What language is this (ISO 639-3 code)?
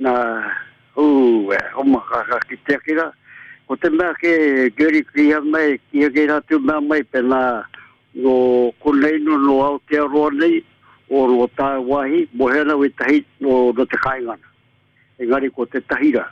mri